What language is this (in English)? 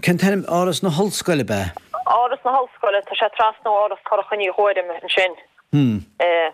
Irish